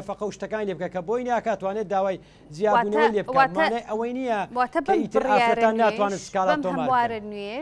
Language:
Central Kurdish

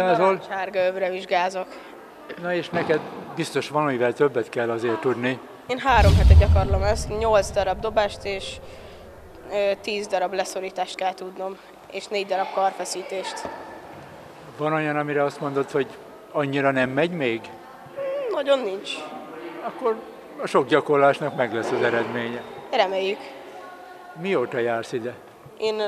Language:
Hungarian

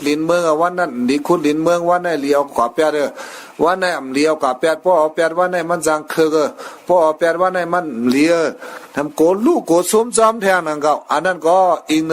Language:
Shan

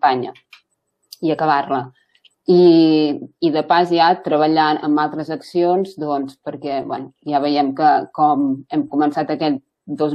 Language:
Catalan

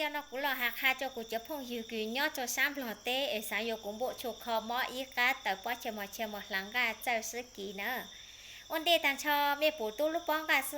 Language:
Hmong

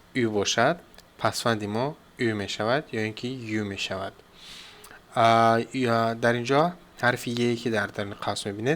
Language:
Tajik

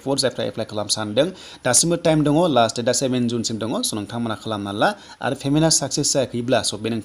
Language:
Bodo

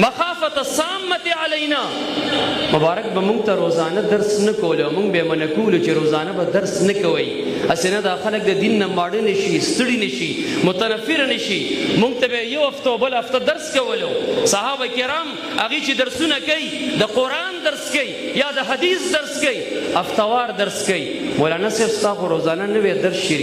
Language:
Pashto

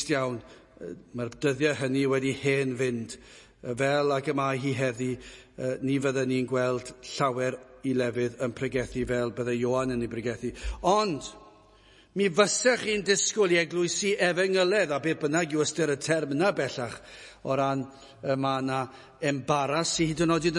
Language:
Welsh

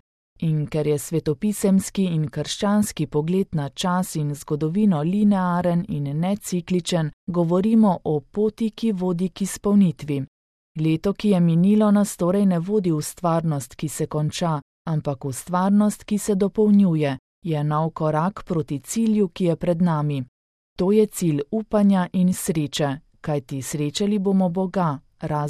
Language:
Slovenian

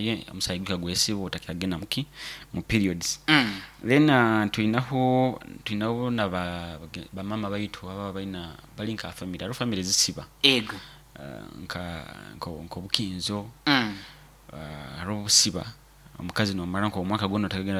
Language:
Nyoro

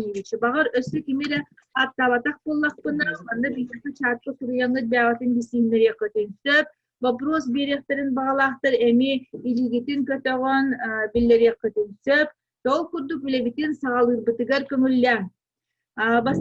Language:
Yakut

